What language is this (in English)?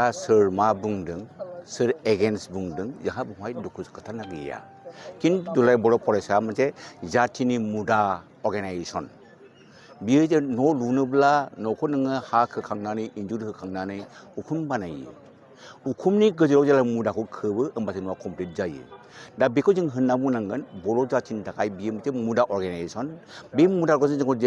Bodo